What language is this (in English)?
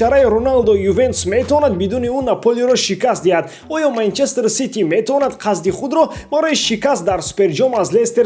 Tajik